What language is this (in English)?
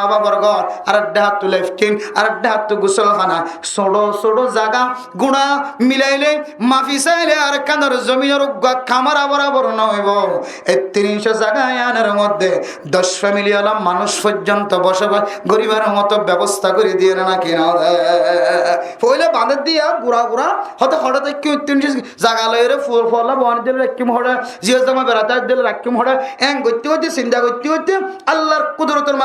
Rohingya